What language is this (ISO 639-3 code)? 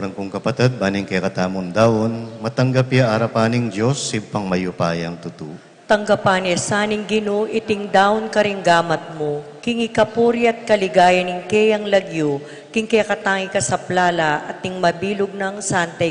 pam